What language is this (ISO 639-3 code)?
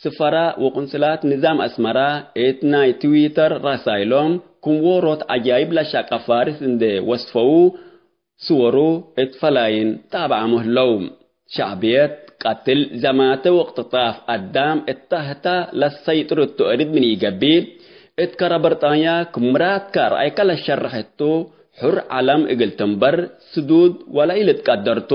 tig